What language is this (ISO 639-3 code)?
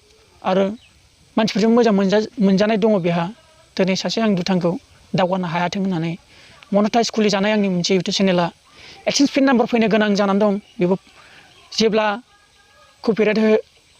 brx